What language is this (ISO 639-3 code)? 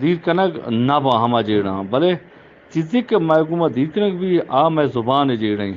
bgp